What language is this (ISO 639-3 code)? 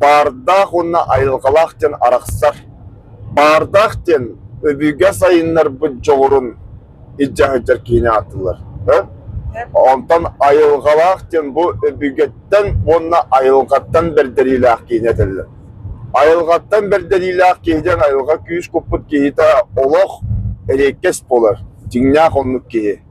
sah